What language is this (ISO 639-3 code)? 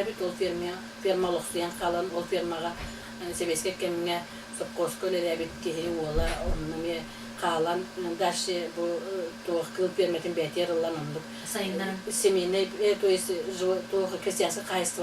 sah